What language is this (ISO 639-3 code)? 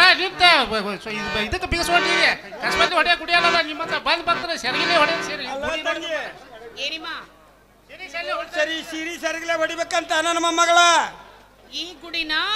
kan